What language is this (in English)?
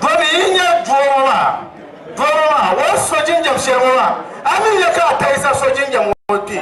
Dagbani